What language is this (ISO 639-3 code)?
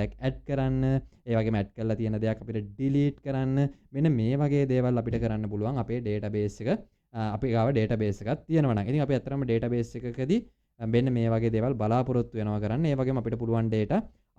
sin